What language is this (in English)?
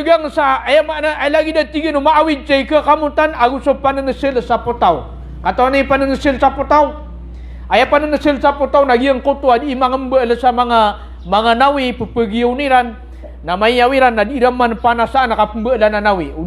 Maranao